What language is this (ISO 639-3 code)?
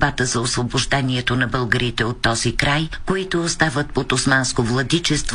bul